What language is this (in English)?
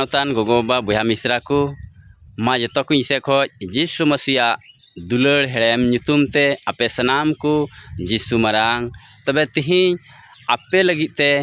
Santali